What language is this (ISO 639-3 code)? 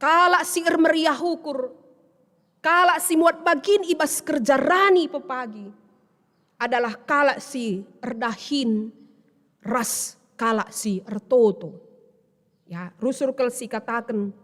btx